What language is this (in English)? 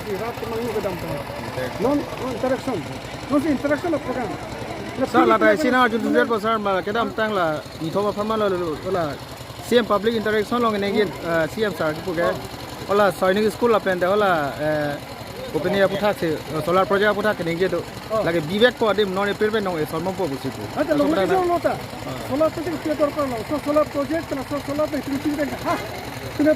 Karbi